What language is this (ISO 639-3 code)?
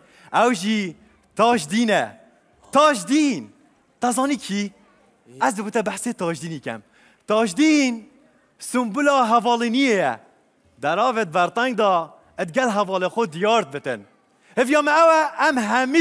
kur